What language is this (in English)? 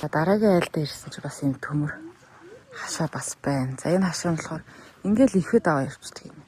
Mongolian